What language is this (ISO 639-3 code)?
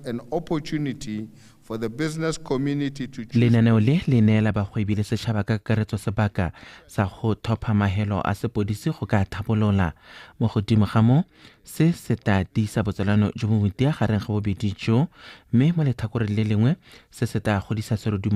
tsn